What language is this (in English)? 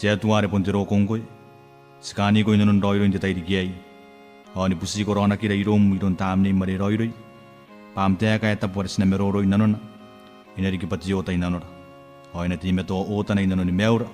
Gilbertese